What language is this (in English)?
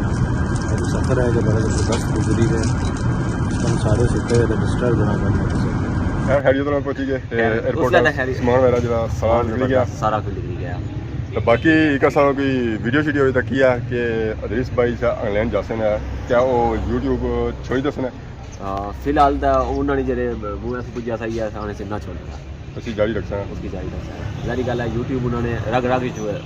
Pahari-Potwari